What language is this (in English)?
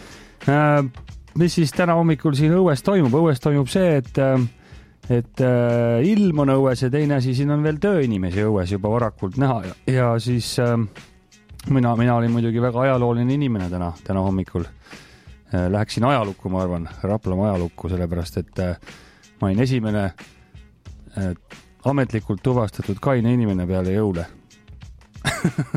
Estonian